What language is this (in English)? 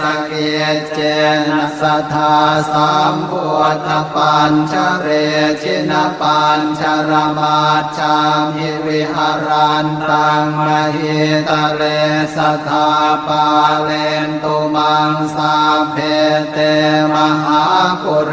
Pali